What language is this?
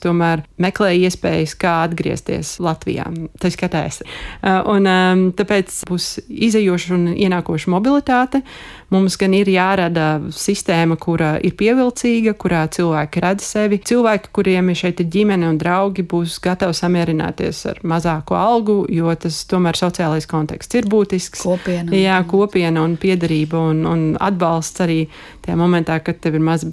Latvian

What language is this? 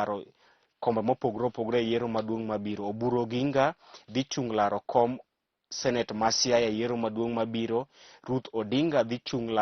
Luo (Kenya and Tanzania)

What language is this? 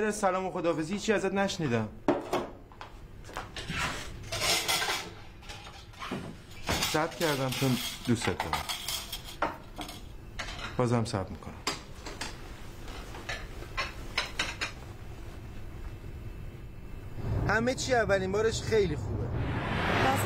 Persian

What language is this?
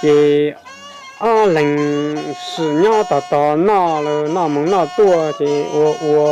Hmong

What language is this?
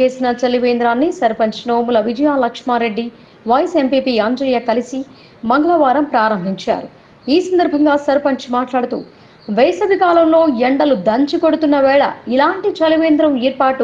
Telugu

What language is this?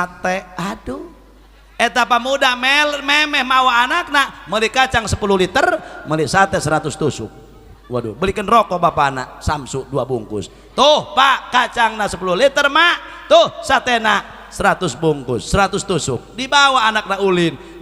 Sundanese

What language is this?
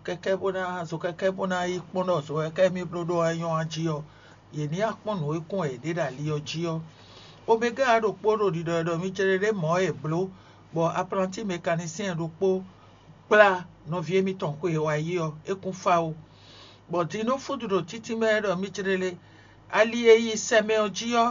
Fon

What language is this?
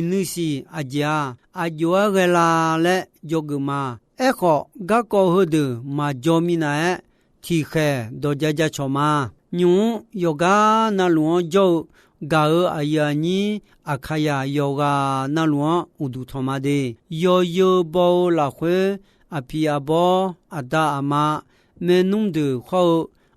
Akha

